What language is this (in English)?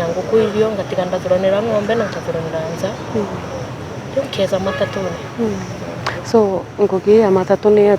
Meru